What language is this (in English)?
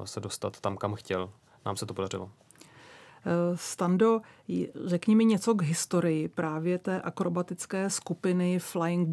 Czech